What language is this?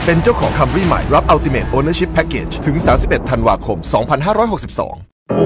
Thai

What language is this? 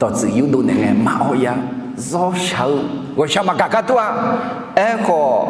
Akha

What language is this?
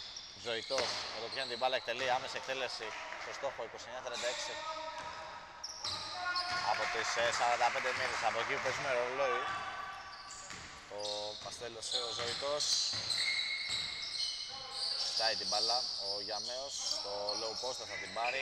Greek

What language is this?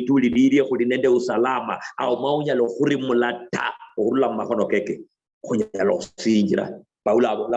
Luyia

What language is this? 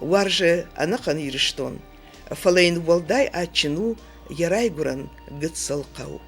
Ossetic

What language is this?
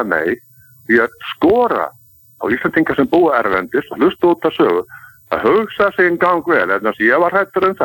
Icelandic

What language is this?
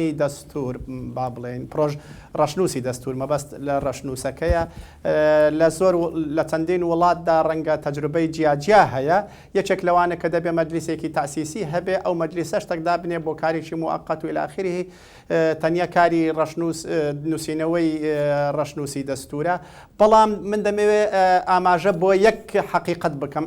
Central Kurdish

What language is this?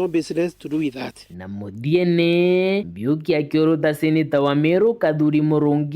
Meru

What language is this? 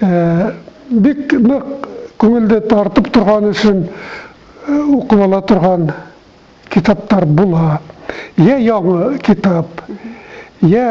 Bashkir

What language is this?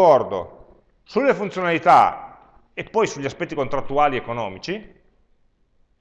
Italian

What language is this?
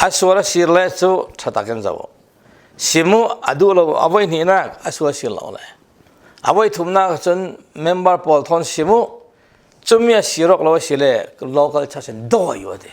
Falam Chin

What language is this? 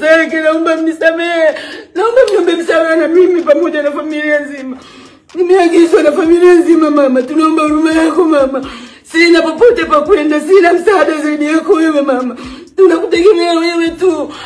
Swahili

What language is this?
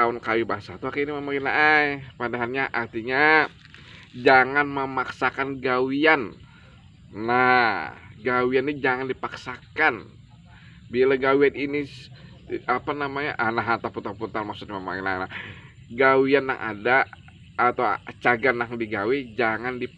Banjar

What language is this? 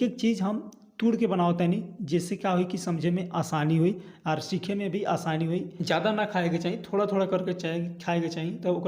Bhojpuri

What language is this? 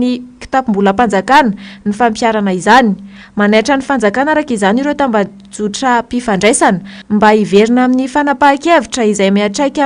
Malagasy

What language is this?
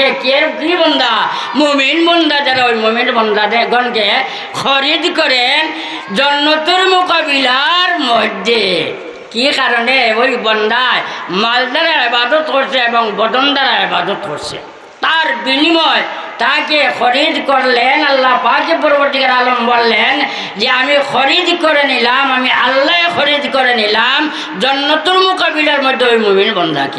Sylheti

